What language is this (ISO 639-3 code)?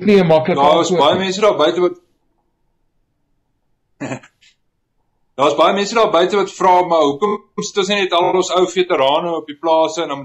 afr